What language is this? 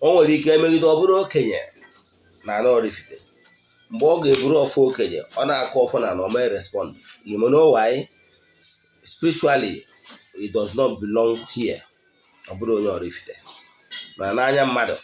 Igbo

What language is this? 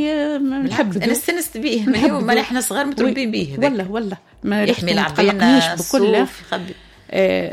Tunisian Arabic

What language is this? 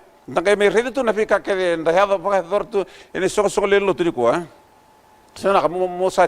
Fijian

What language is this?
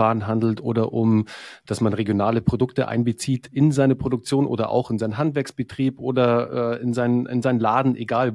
German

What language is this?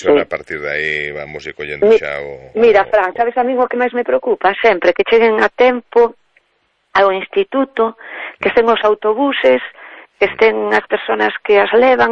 Galician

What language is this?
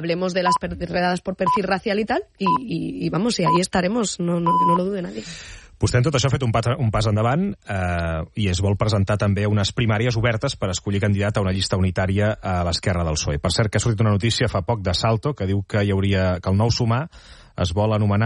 Catalan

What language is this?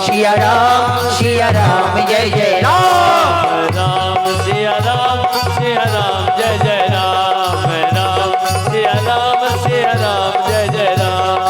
Maithili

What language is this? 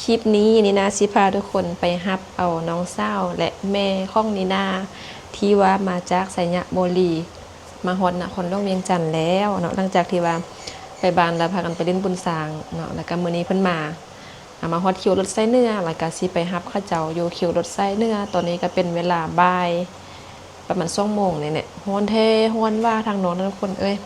Lao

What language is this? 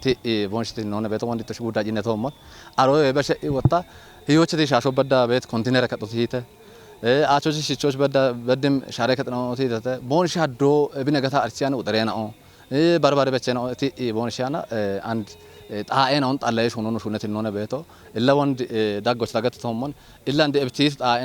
Kafa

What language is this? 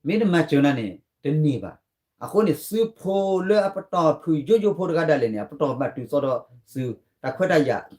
S'gaw Karen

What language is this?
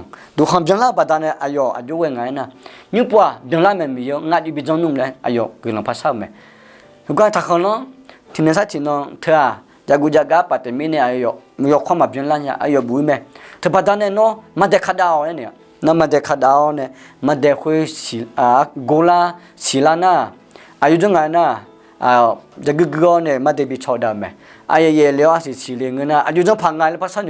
Akha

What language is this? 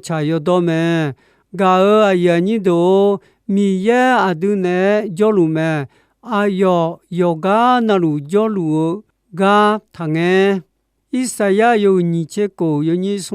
Akha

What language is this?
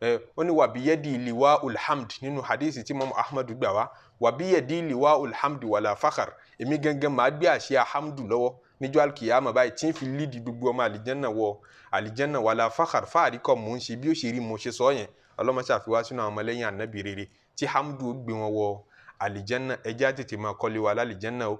Yoruba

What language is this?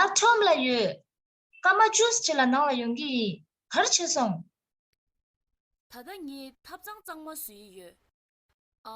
Tibetan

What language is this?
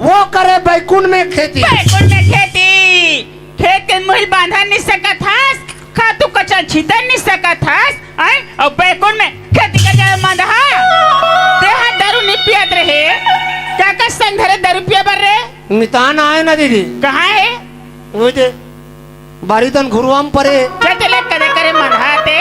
Chhattisgarhi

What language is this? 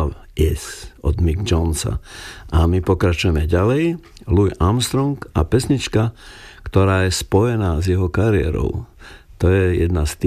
Slovak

